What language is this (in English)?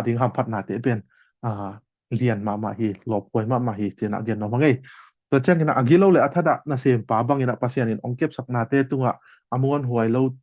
Tedim Chin